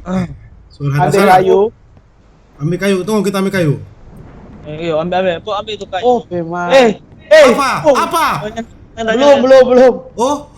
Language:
Manado Malay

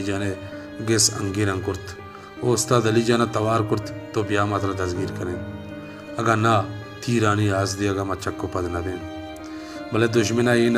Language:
Baluchi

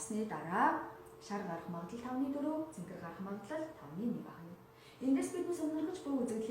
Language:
Mongolian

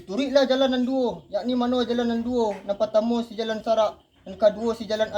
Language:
Minangkabau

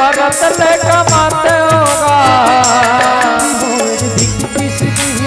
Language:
Chhattisgarhi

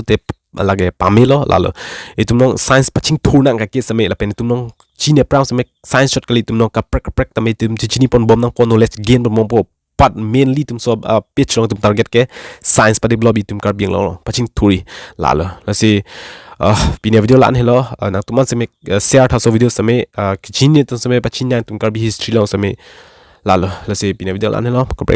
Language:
Karbi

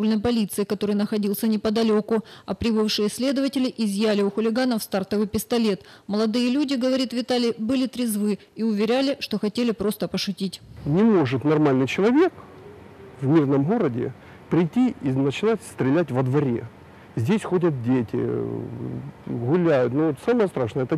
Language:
Russian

